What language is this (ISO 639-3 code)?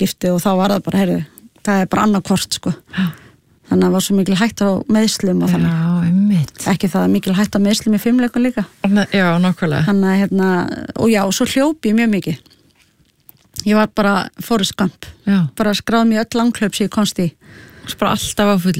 isl